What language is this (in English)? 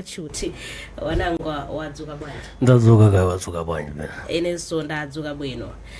Nyanja